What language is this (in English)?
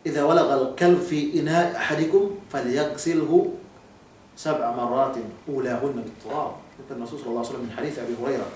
Yakan